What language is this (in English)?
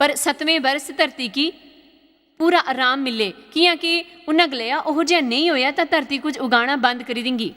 Dogri